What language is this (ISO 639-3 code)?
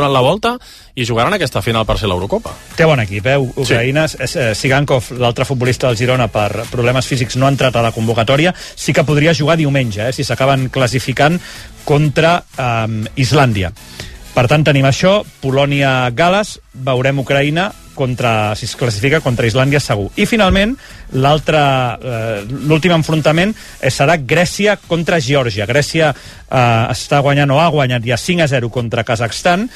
cat